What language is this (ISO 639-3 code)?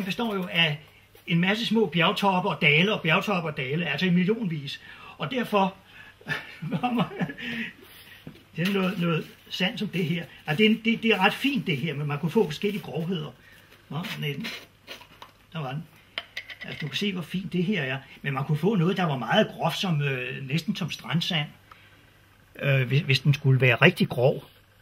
dan